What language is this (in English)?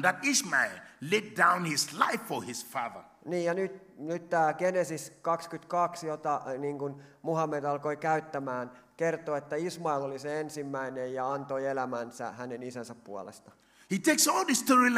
Finnish